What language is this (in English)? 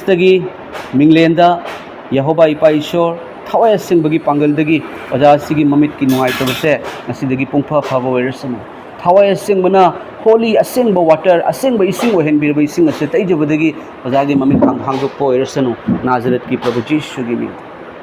Manipuri